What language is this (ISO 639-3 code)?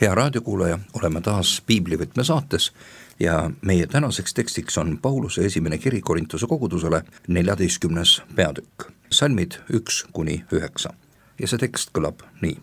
est